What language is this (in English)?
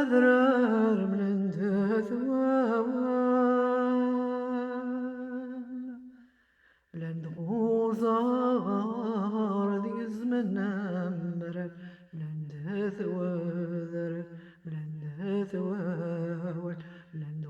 Kabyle